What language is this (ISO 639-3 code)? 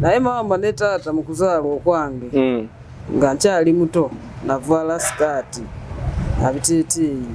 lug